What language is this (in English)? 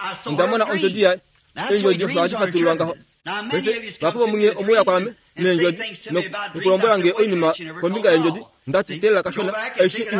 Kuanyama